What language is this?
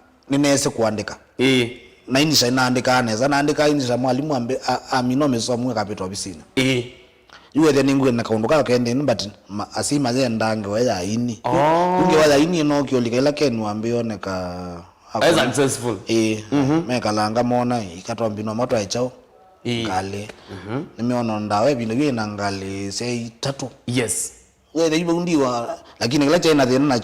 Kamba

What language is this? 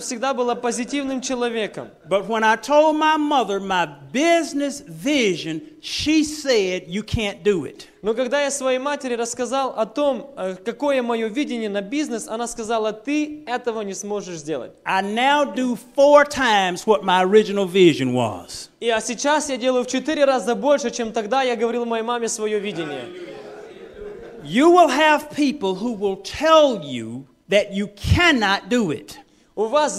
Russian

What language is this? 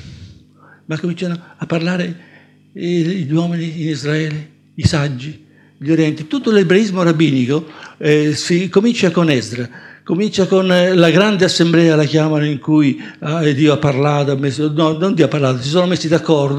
Italian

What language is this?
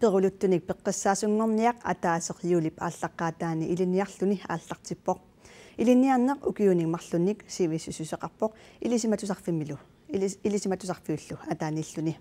Kalaallisut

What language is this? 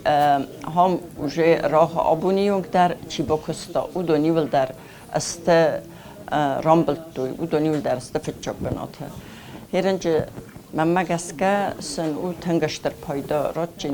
Ossetic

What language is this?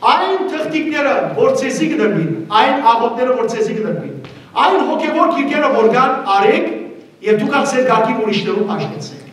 Western Armenian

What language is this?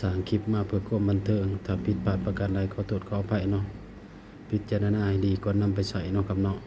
Northeastern Thai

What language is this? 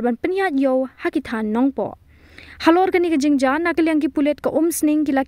Khasi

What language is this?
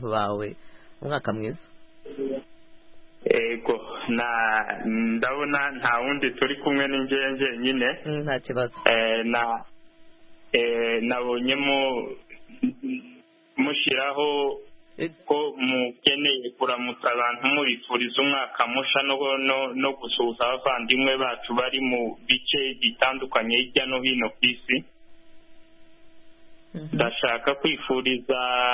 Kinyarwanda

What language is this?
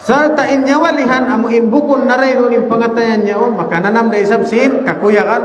Tausug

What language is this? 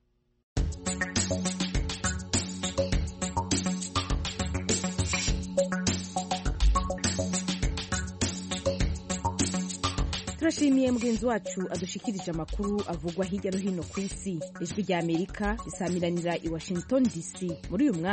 Kinyarwanda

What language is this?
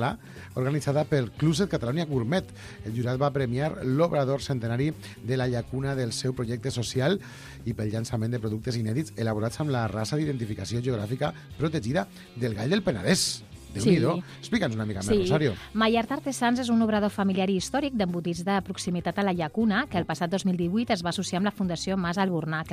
Catalan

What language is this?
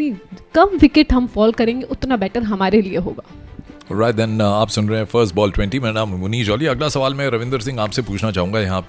Hindi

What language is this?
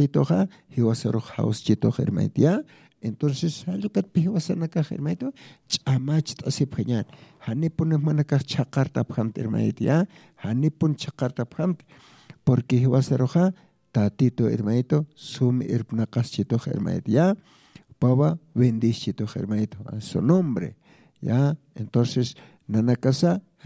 Aymara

